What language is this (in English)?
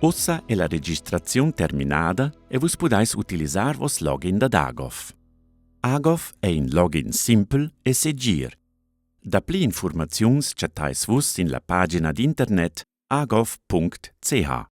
Romansh